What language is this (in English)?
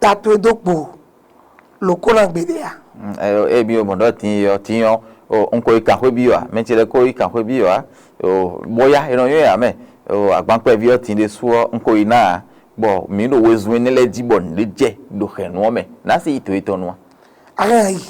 Fon